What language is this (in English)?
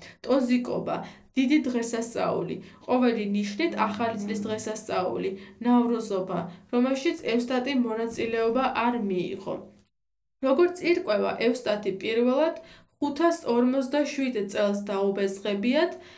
Georgian